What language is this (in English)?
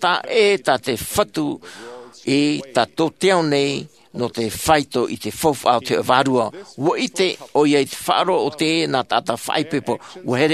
Tahitian